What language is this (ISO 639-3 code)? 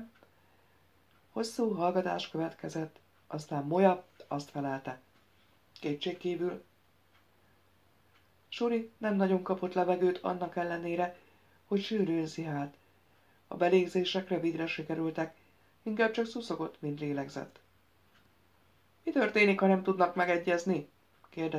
hun